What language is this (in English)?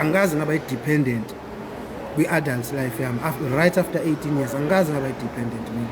Zulu